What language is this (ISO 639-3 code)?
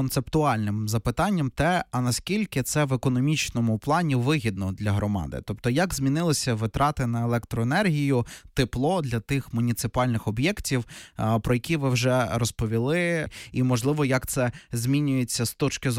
ukr